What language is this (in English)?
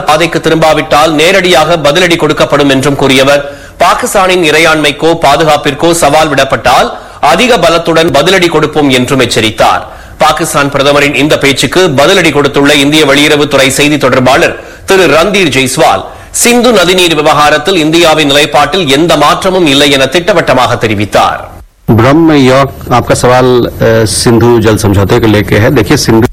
Tamil